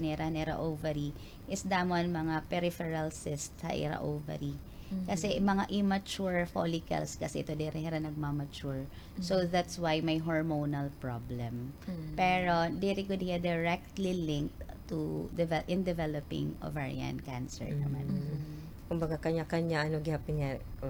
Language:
Waray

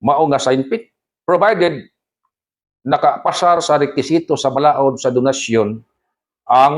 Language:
Cebuano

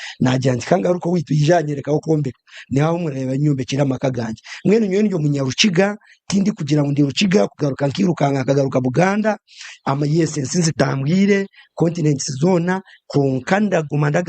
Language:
Nyankole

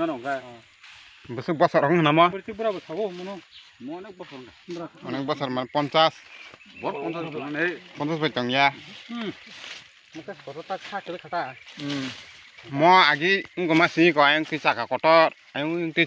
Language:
Kok Borok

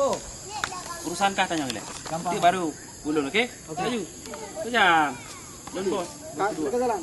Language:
Achinese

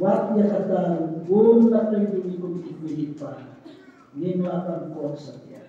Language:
Khasi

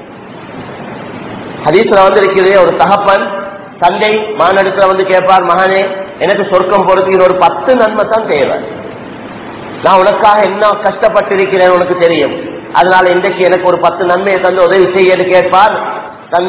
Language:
Tamil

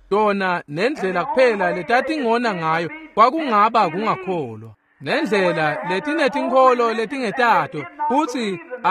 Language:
Swati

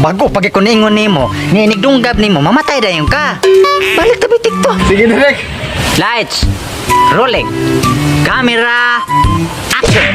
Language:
Cebuano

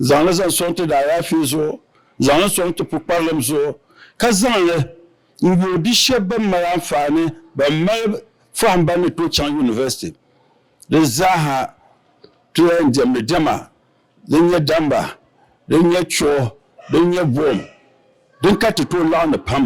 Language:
Dagbani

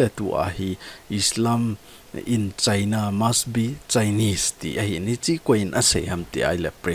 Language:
Thado Chin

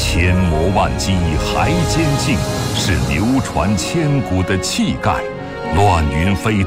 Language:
Chinese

